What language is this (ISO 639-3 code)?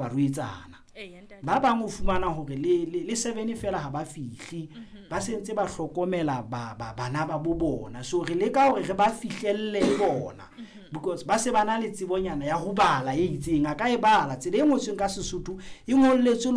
sot